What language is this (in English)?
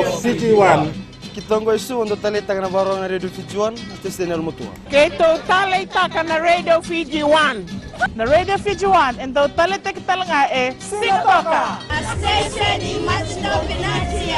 Fijian